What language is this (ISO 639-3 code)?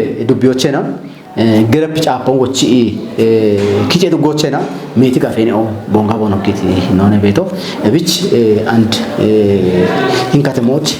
kbr